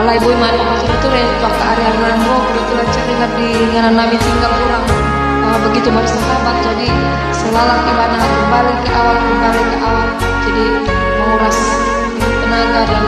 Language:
Batak Toba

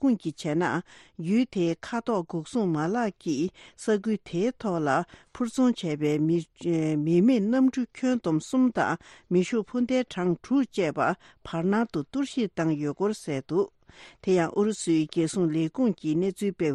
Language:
Tibetan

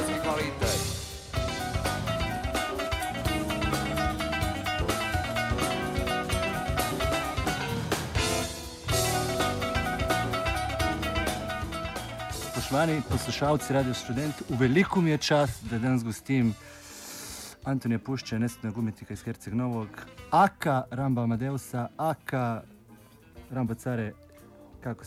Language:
Croatian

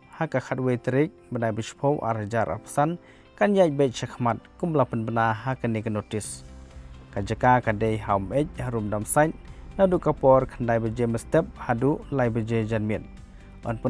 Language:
Khasi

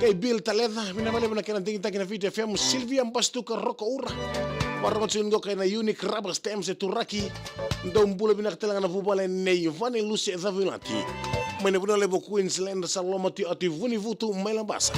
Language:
Fijian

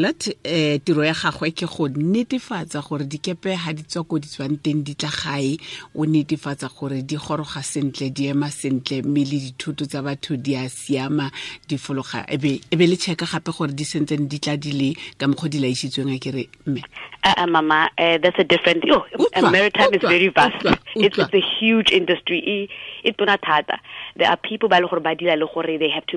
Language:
Tswana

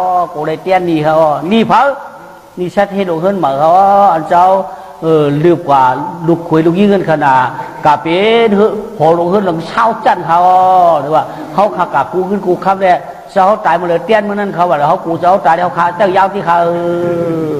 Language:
Shan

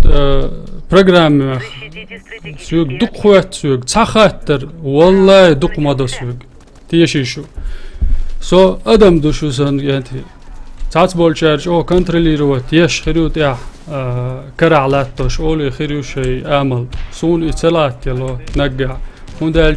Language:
Chechen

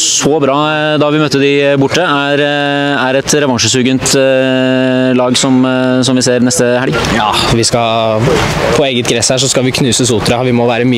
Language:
Norwegian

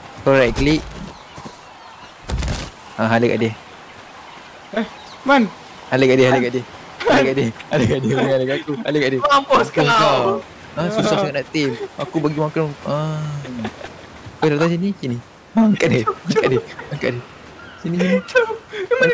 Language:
Malay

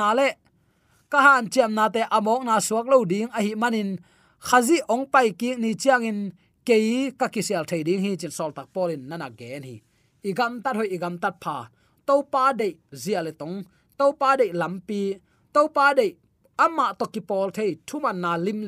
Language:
Tedim Chin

